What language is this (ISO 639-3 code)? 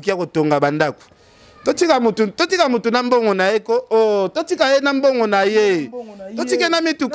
lin